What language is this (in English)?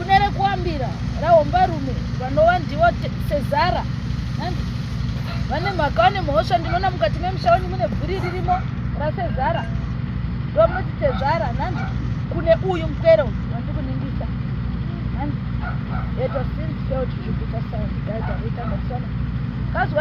Shona